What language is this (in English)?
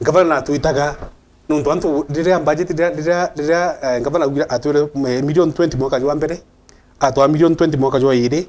Meru